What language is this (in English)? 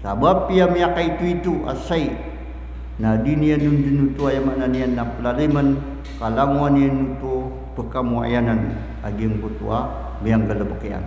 Maranao